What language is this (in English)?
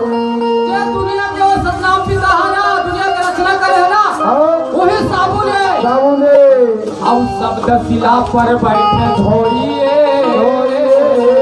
Chhattisgarhi